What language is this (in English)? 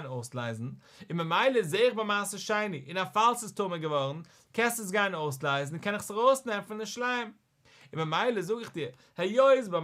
Yiddish